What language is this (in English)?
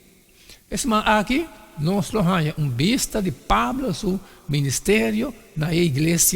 Papiamento